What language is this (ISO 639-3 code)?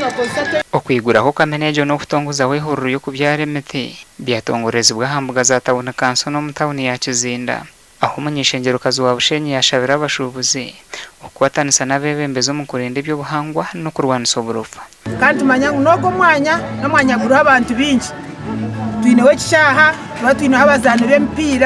nyn